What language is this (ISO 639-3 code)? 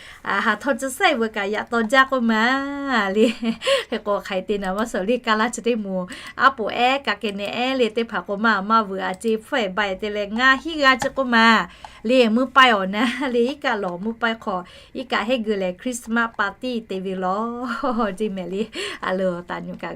lhu